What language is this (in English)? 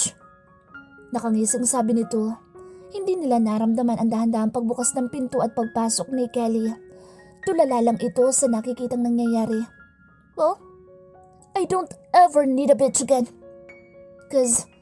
Filipino